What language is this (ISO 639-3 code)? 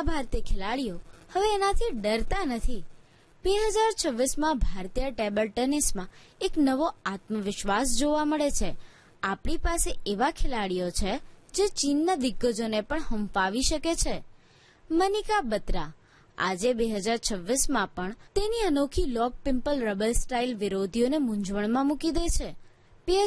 guj